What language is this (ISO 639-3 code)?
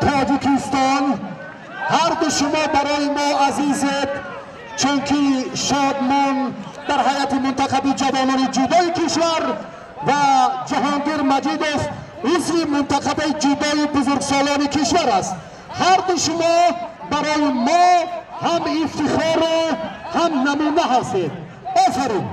tgk